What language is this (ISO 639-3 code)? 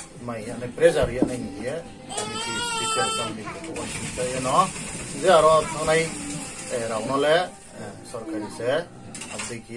ria